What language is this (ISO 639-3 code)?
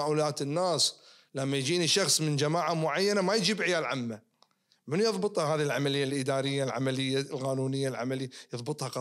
ars